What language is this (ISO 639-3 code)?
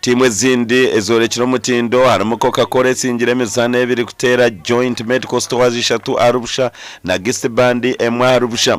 nyn